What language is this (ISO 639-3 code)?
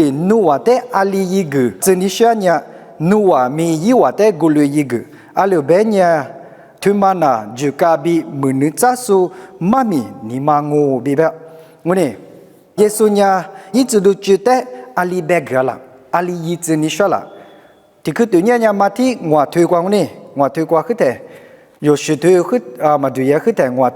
lis